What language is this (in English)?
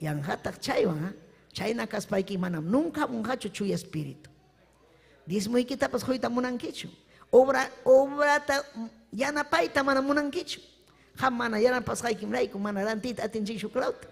Ayacucho Quechua